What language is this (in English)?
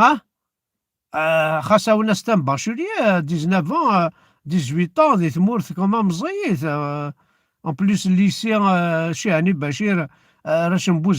Kabyle